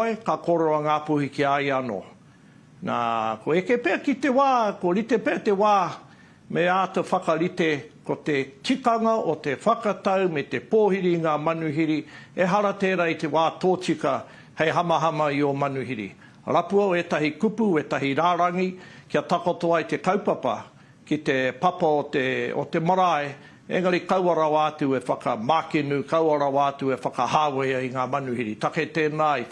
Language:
Māori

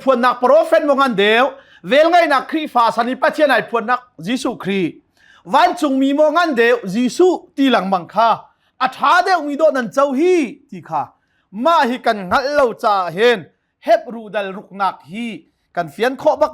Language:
Hakha Chin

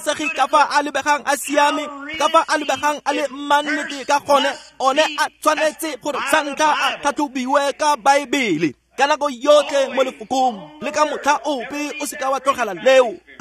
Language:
Tswana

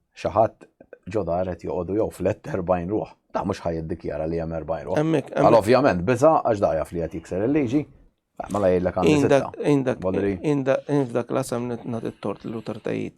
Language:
Maltese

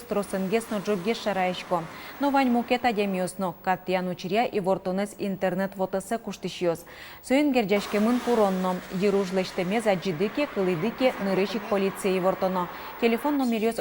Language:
Udmurt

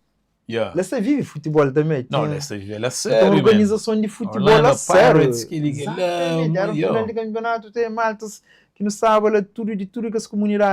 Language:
Kabuverdianu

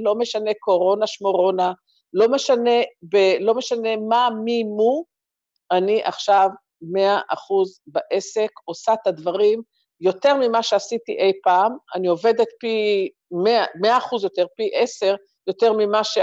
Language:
Hebrew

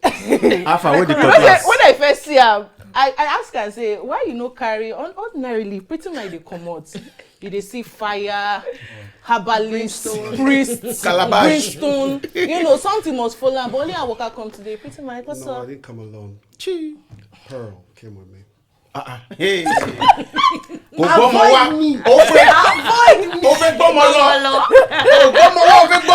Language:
Nigerian Pidgin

